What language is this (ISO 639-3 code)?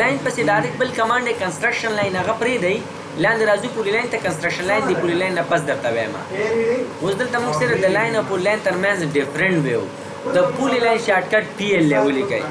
pus